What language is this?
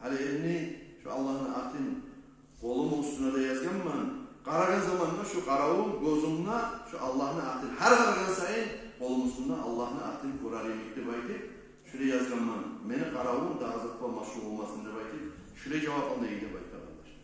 Kumyk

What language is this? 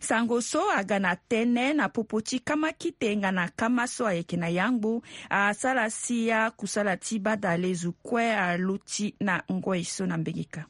Sango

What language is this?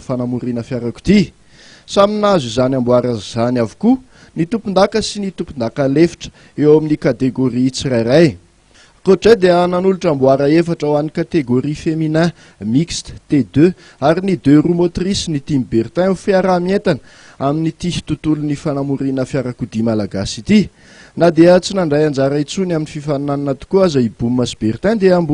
Malagasy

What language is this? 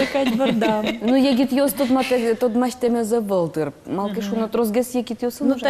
Udmurt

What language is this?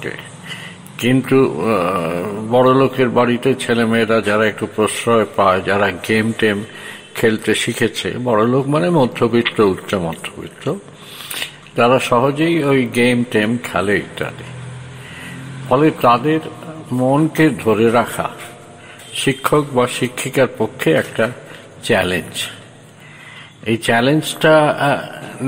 Bangla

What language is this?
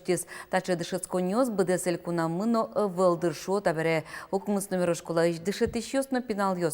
Udmurt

